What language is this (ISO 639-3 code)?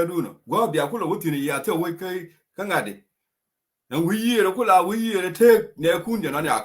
nus